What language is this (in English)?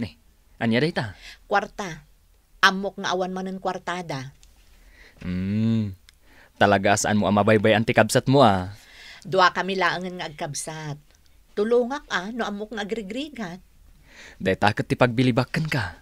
Iloko